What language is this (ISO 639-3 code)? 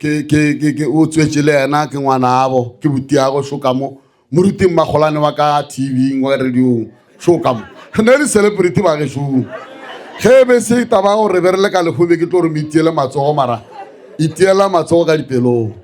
nso